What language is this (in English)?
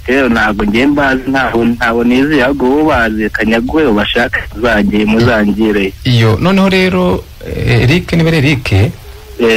Kinyarwanda